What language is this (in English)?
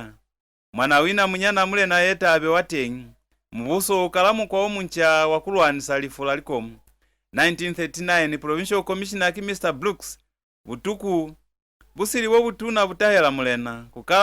Lozi